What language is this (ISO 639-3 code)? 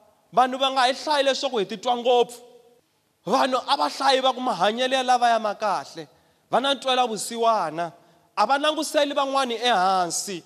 tso